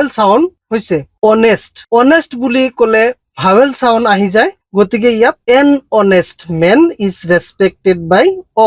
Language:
Assamese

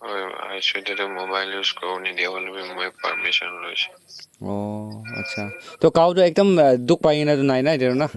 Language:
Naga Pidgin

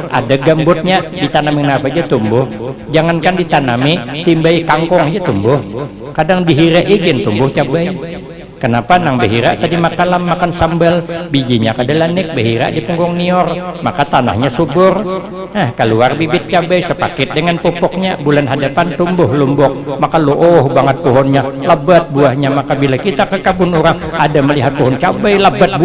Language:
Banjar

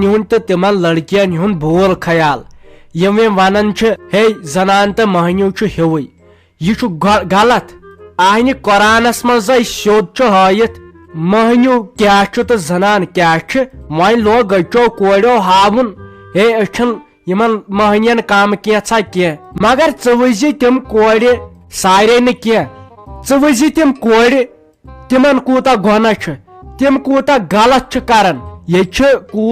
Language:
Kashmiri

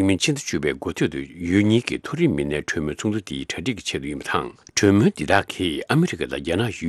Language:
Tibetan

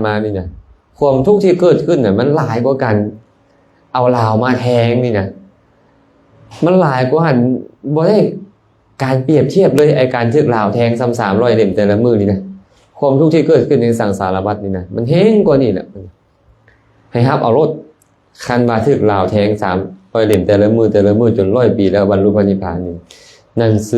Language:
Lao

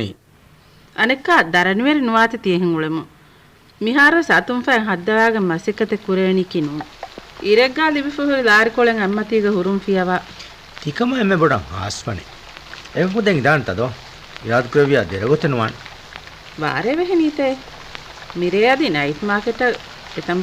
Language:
Divehi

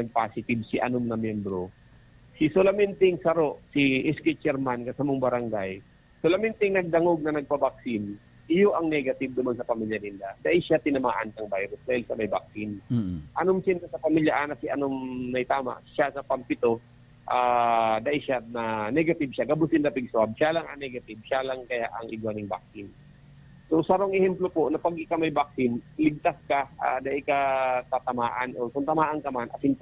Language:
Bikol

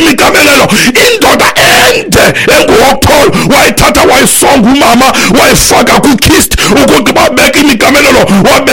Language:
Xhosa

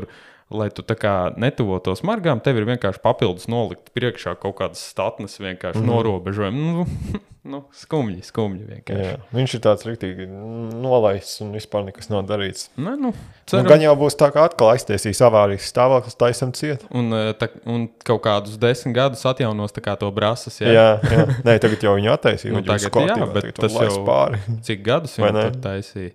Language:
Latvian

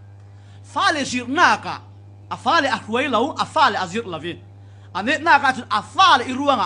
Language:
Falam Chin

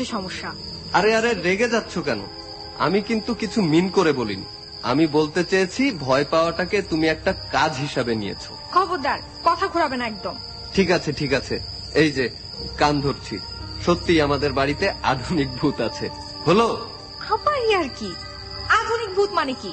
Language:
Bangla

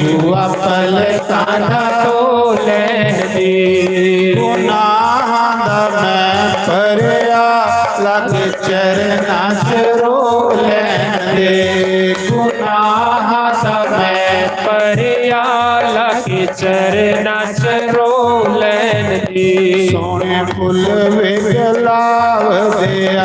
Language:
Dogri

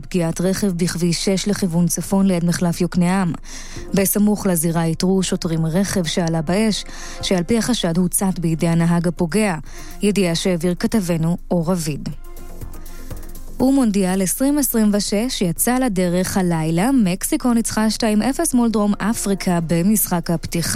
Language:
Hebrew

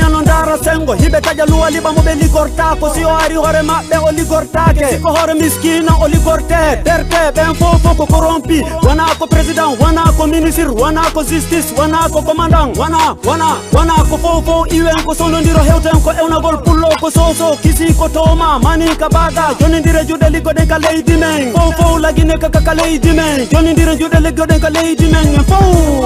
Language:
Fula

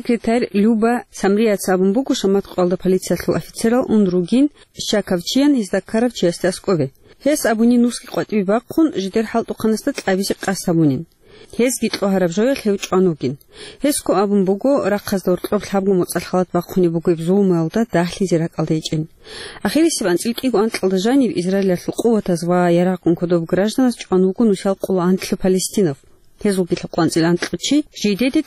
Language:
Avaric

